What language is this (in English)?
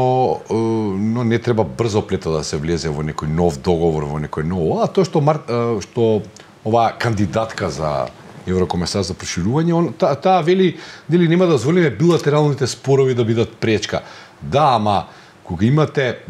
Macedonian